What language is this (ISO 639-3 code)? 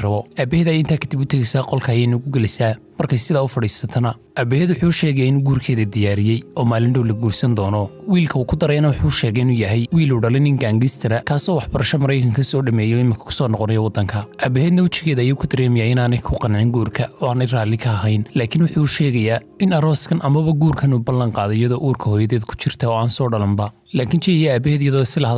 som